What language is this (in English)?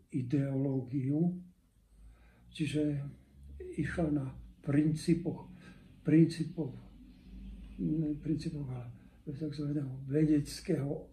Slovak